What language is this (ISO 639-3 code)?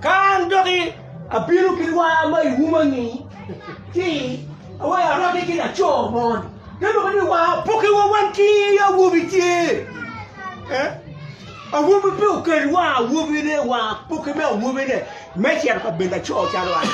ach